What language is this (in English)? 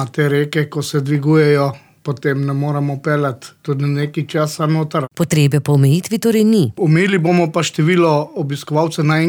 Slovenian